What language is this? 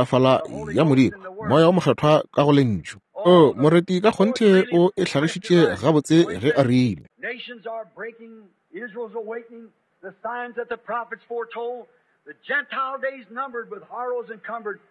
Northern Sotho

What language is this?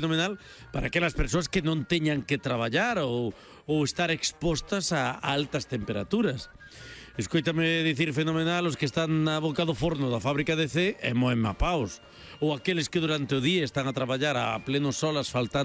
Galician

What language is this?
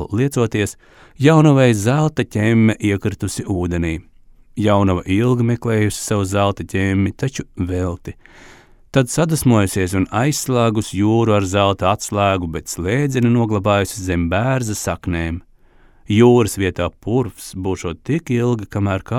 Latvian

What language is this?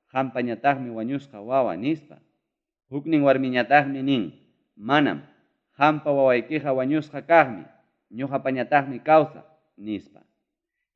Ayacucho Quechua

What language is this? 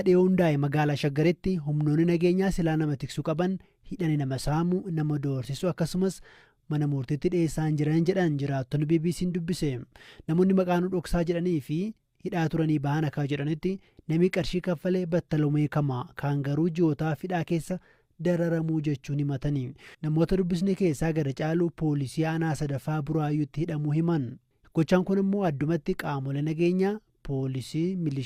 Oromo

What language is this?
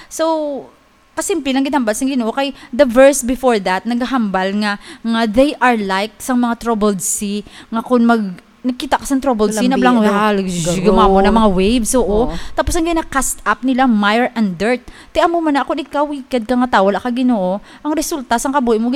Hiligaynon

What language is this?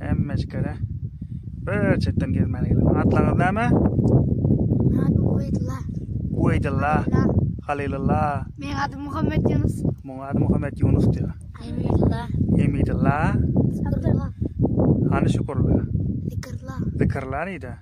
Turkmen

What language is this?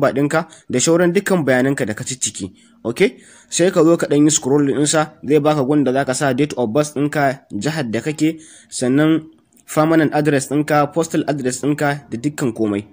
Hausa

